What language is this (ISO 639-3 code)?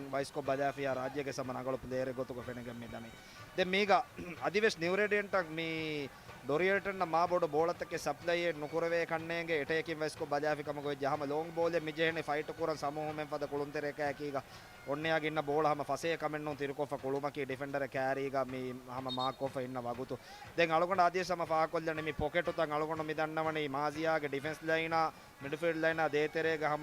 div